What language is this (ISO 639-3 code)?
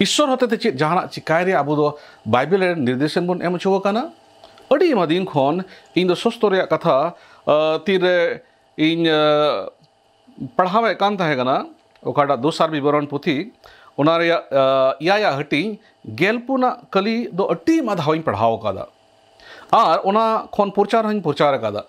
sat